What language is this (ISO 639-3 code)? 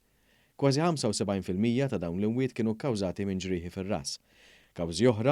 mlt